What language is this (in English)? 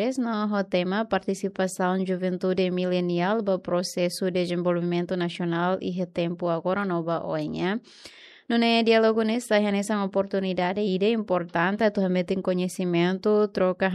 Tetum